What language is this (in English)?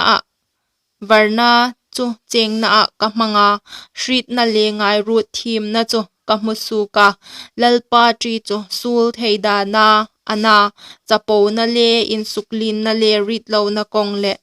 Hmar